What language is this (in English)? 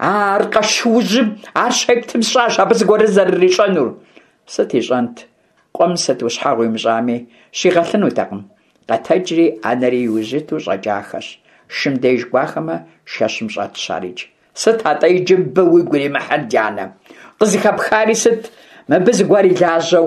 Kabardian